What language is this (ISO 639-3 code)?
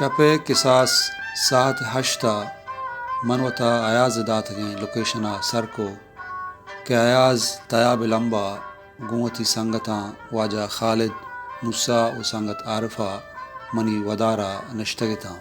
bal